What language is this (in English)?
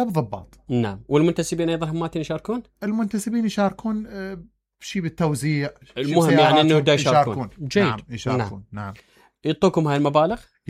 Mesopotamian Arabic